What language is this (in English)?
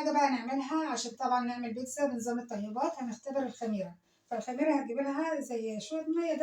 Egyptian Arabic